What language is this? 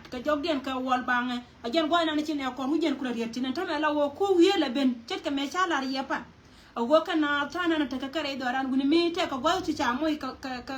Nuer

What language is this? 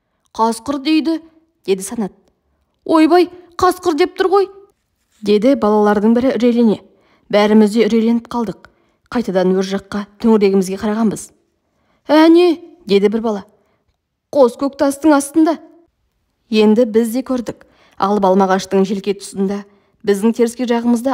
Kazakh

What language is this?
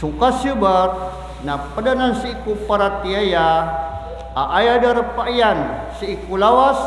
Maranao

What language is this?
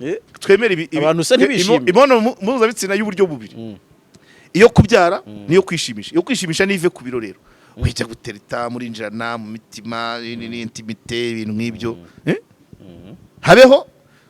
Kinyarwanda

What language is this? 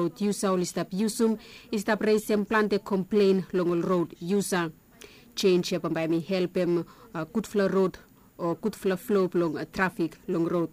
Bislama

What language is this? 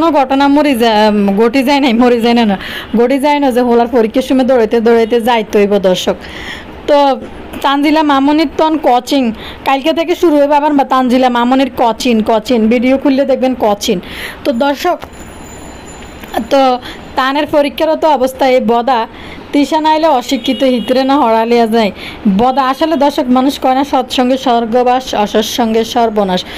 Bangla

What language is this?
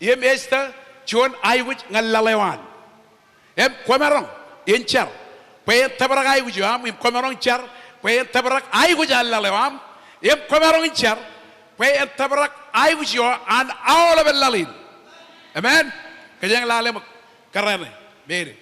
Marshallese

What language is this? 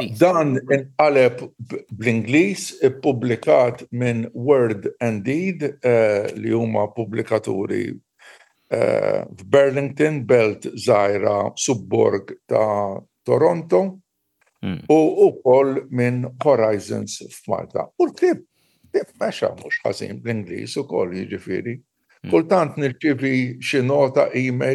Maltese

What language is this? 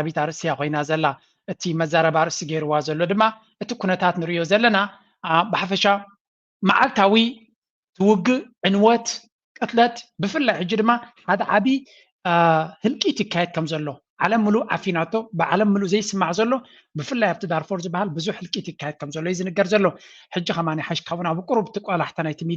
Tigrinya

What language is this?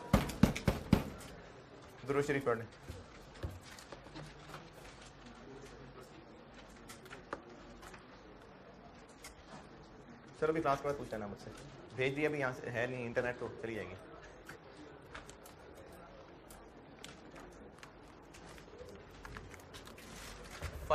Hindi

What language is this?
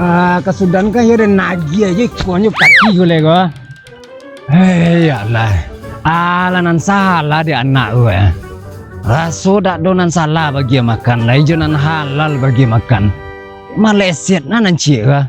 Minangkabau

